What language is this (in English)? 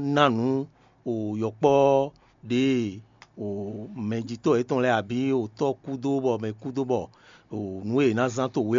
Fon